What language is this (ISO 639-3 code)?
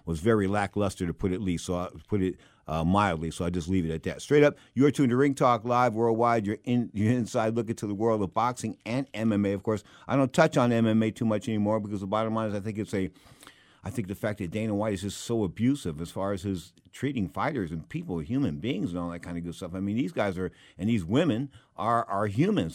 eng